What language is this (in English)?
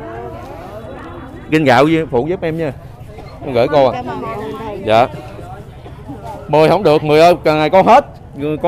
Vietnamese